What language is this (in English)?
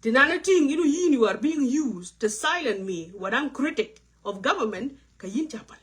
Nuer